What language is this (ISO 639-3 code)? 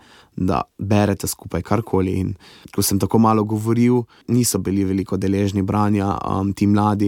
slv